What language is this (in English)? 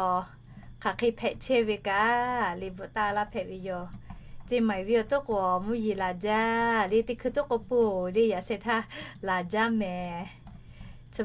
Lahu